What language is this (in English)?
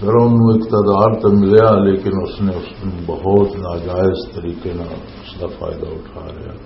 Western Panjabi